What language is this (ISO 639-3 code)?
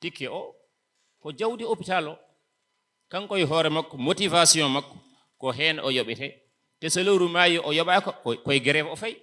ful